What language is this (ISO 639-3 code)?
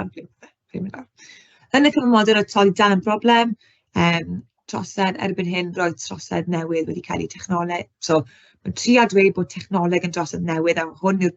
cym